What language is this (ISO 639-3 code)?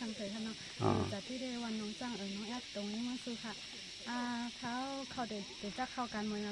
shn